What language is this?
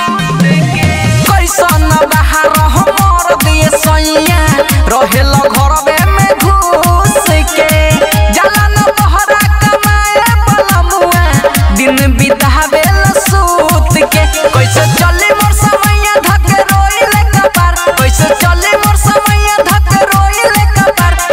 Bhojpuri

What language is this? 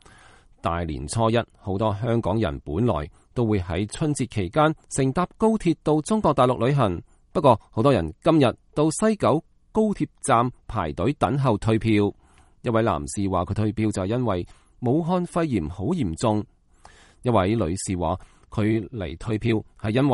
Cantonese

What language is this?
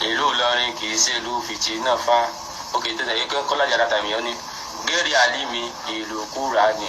Yoruba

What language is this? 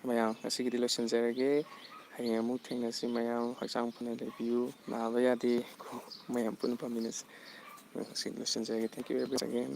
Manipuri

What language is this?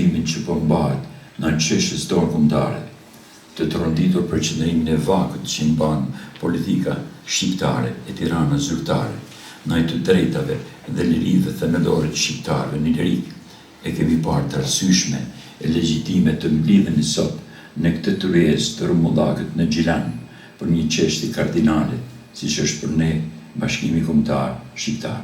Albanian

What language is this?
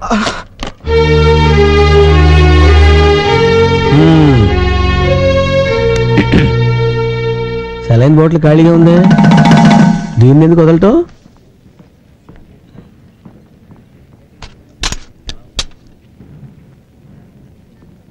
Telugu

